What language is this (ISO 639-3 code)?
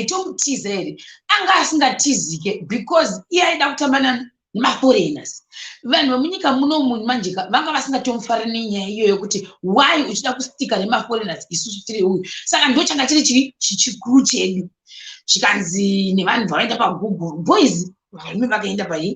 sna